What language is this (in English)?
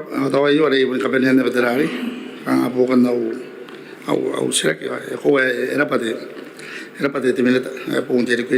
Gilbertese